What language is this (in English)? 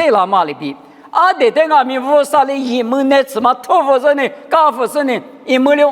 Lisu